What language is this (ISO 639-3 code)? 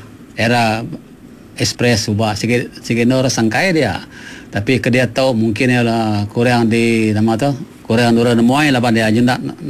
iba